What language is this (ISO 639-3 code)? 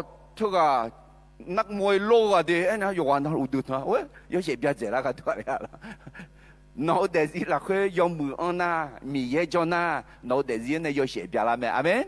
ahk